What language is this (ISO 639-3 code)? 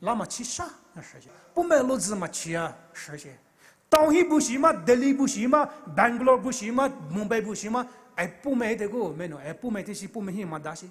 pmx